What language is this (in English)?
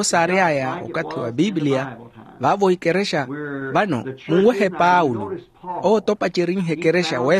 Makhuwa